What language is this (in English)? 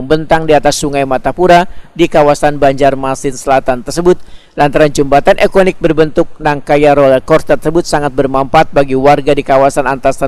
Banjar